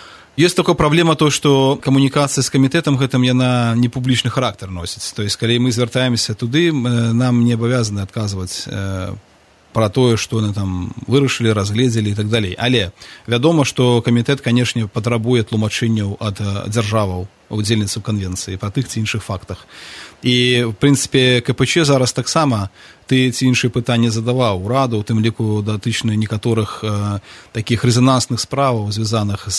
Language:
Belarusian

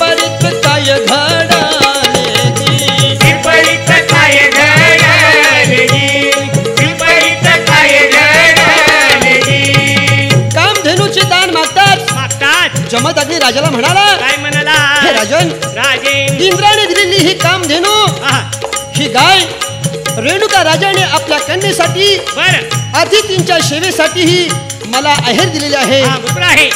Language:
Marathi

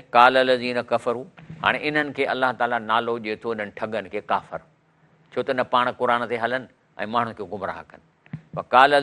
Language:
Sindhi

